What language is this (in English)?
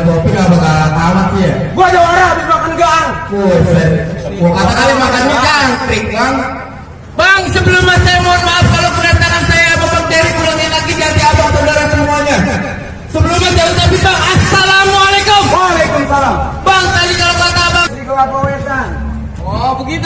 Betawi